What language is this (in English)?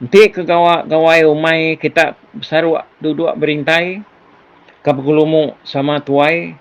Iban